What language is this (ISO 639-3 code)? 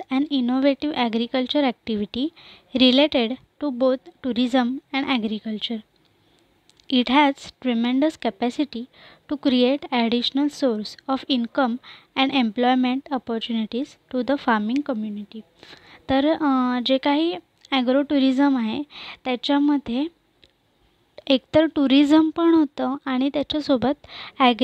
mar